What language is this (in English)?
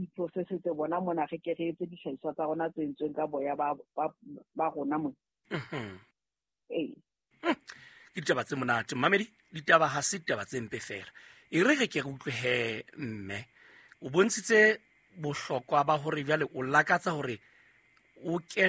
Southern Sotho